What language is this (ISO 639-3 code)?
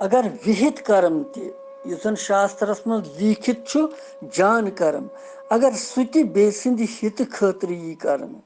kas